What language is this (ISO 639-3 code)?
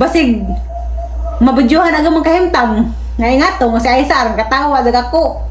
ceb